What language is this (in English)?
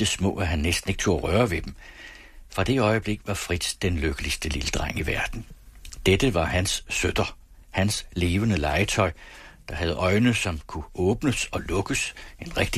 Danish